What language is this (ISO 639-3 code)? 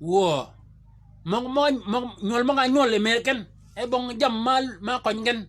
shk